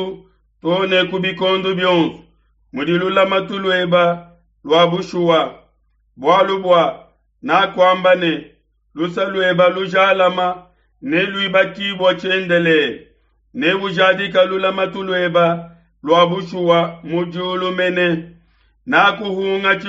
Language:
Luba-Lulua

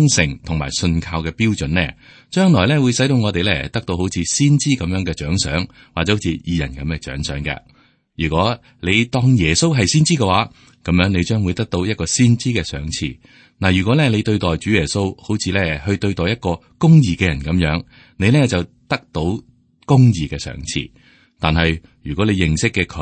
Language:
Cantonese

